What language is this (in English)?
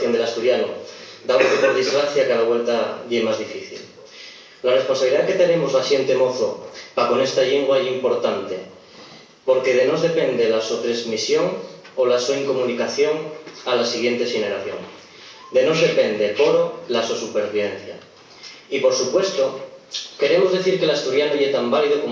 Asturian